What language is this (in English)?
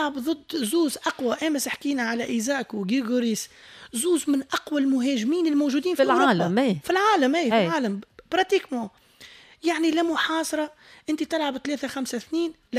Tunisian Arabic